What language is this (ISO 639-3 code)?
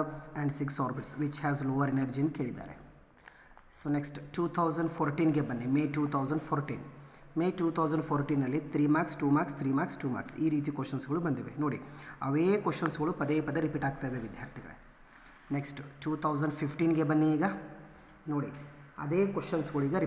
kan